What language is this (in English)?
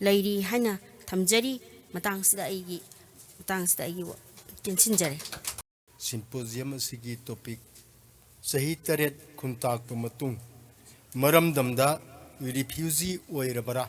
Manipuri